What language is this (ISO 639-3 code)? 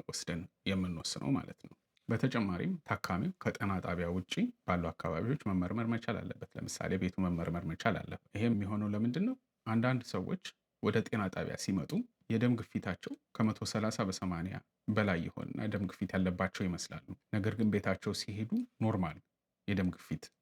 amh